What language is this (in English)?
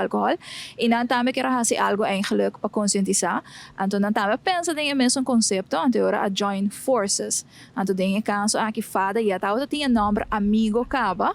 Papiamento